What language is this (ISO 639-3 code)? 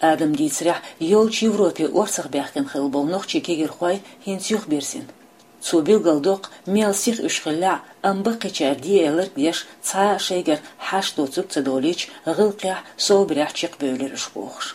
che